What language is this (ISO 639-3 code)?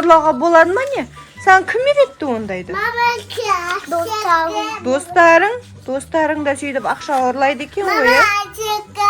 kaz